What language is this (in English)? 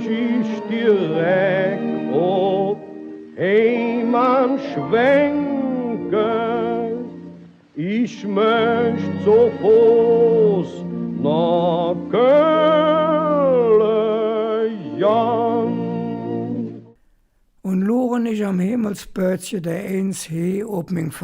Colognian